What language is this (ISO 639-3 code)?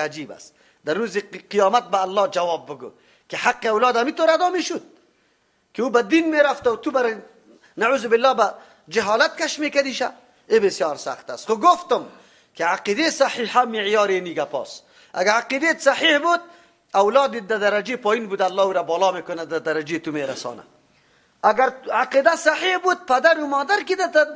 fas